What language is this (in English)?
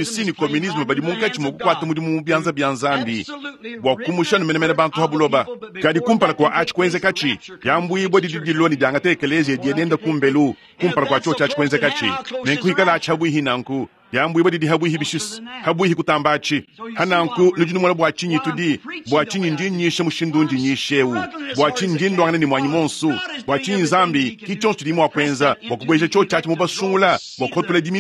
Luba-Lulua